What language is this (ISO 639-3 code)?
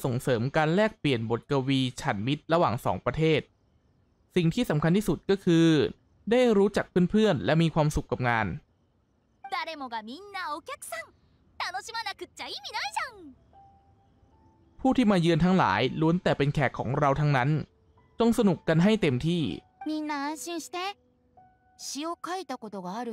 tha